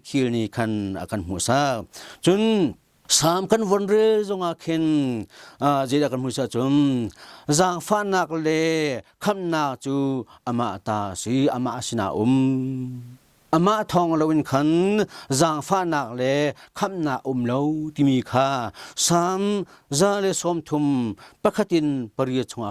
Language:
Hakha Chin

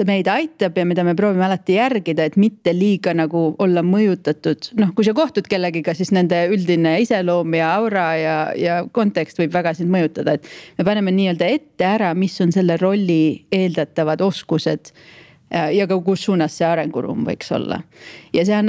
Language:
Estonian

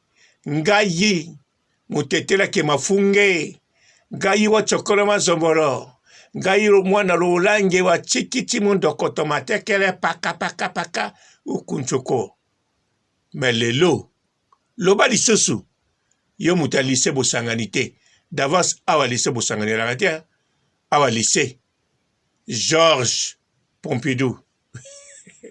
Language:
Lingala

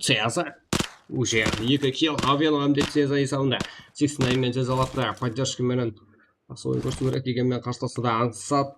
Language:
Kara-Kalpak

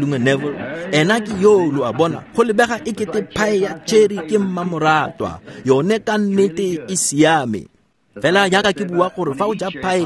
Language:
Tswana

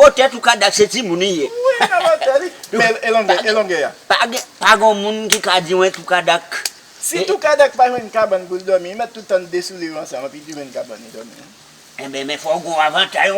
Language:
Haitian Creole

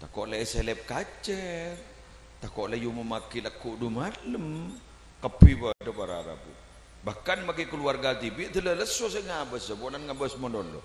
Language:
Madurese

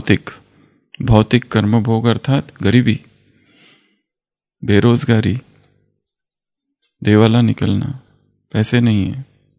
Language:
Hindi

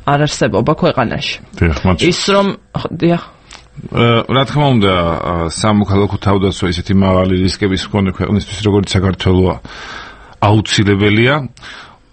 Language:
Georgian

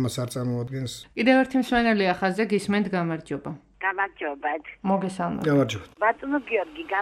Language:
Georgian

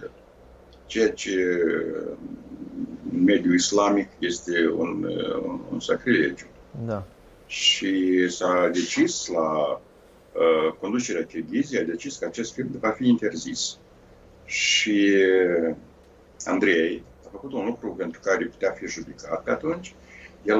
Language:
Romanian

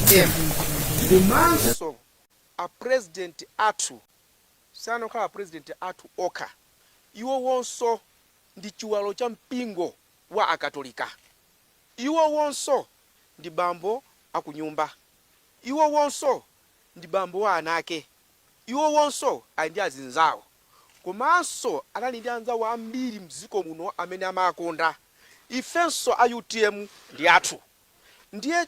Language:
Nyanja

